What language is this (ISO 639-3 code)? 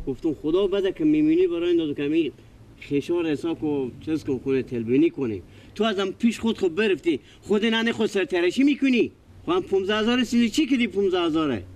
fas